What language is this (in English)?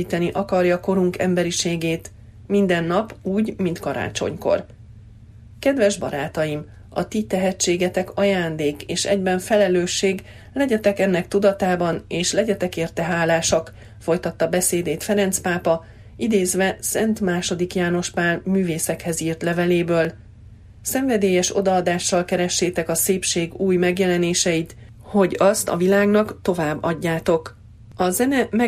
Hungarian